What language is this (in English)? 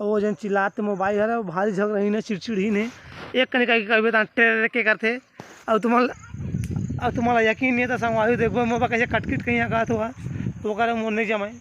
Chhattisgarhi